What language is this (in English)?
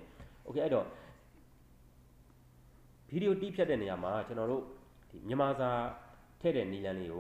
Burmese